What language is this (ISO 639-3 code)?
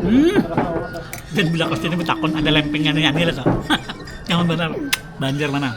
bjn